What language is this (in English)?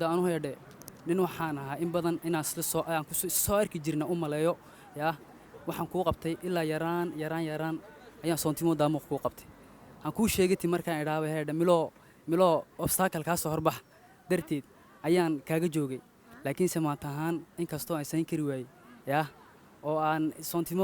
Somali